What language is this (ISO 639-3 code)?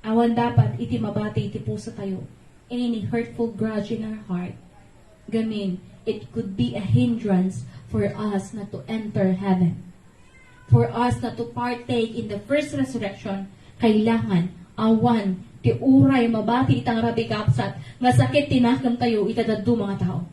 ilo